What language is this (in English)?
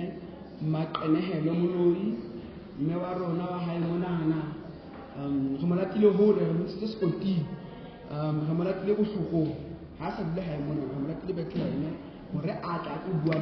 Southern Sotho